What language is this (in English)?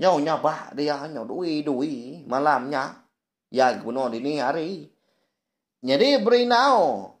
Iban